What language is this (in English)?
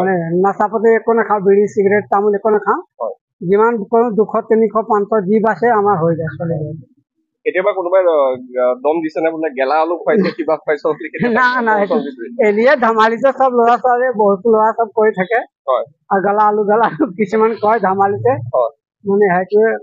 Assamese